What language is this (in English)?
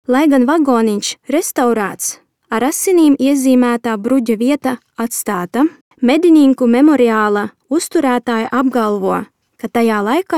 Latvian